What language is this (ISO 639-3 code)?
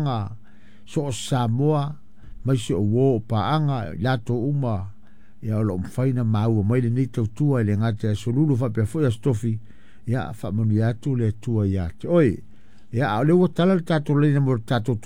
smo